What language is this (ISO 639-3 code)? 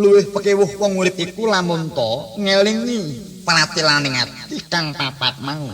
jav